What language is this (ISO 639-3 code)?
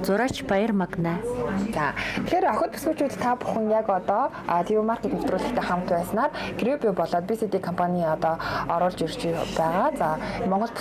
mon